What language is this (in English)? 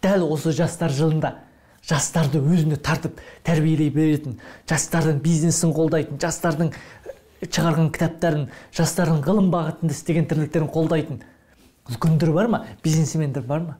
Kazakh